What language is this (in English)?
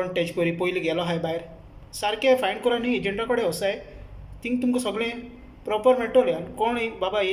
Konkani